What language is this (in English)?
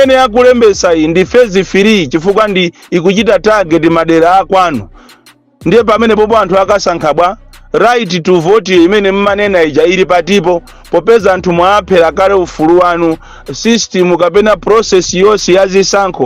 Nyanja